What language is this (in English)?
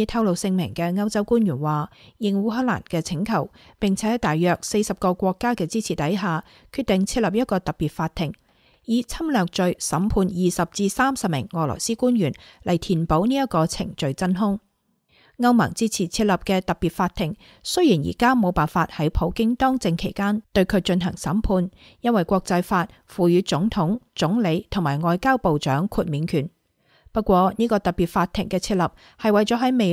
Cantonese